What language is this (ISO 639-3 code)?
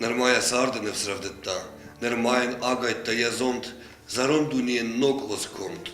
oss